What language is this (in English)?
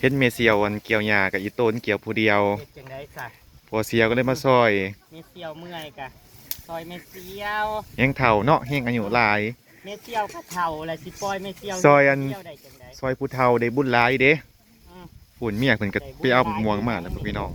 Northeastern Thai